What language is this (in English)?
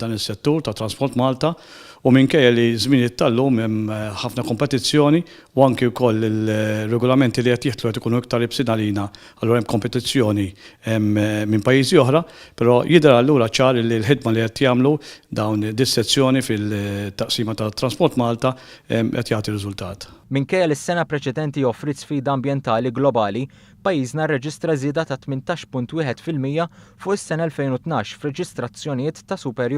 Maltese